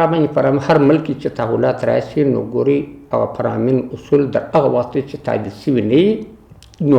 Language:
Pashto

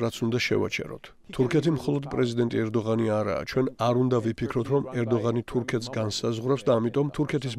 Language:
Georgian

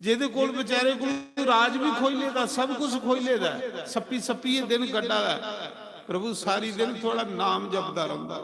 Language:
Dogri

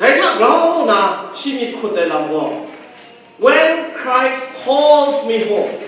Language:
Kachin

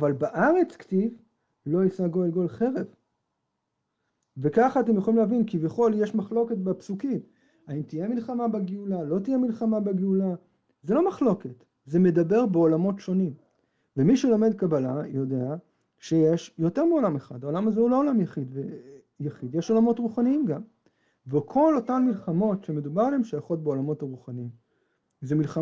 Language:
Hebrew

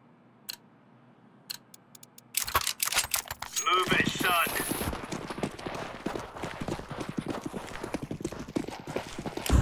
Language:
Chinese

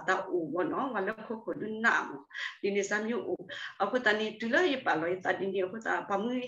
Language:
S'gaw Karen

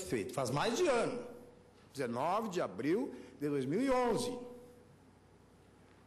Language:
Portuguese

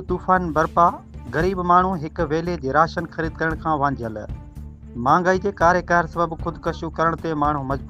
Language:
Sindhi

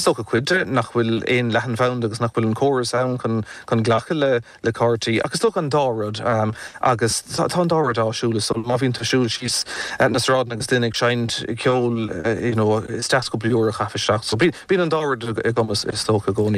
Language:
Irish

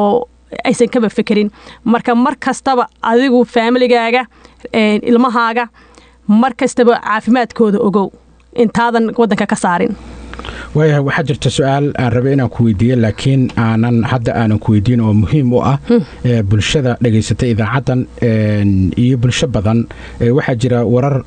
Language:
Somali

